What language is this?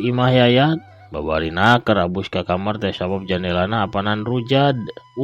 Sundanese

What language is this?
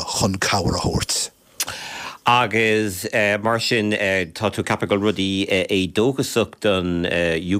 Irish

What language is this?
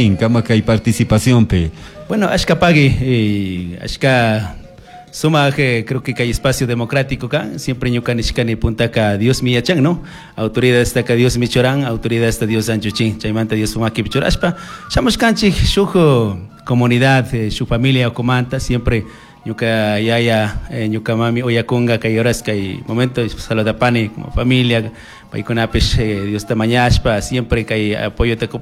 Chimborazo Highland Quichua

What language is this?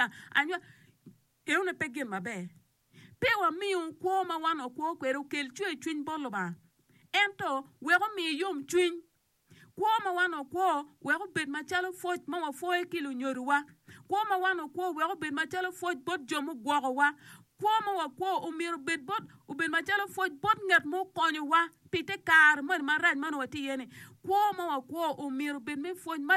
Acoli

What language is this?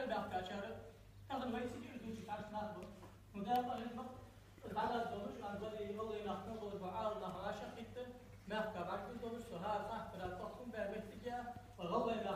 Ingush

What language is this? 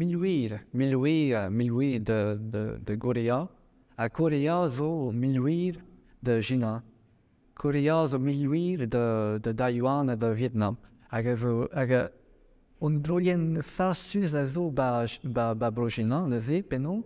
Breton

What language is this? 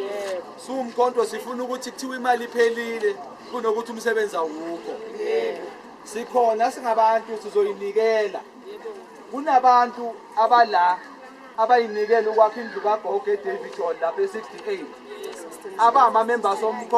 Zulu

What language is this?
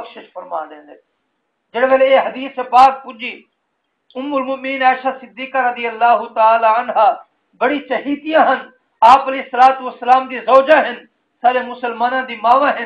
Saraiki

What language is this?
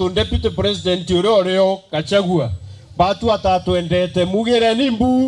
Meru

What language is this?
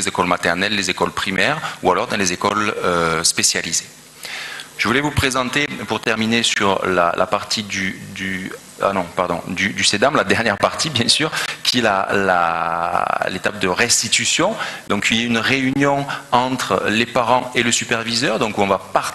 French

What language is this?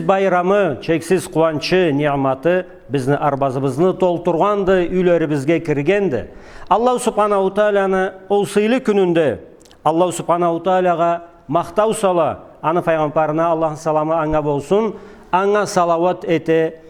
Karachay-Balkar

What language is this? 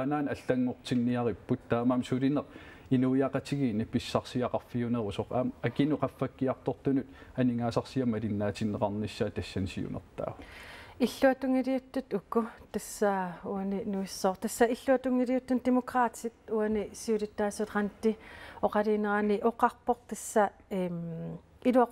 Kalaallisut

